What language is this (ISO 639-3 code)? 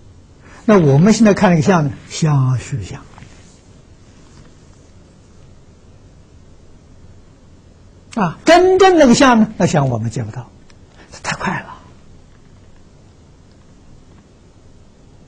zho